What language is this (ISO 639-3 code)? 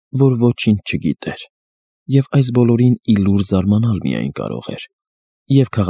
hye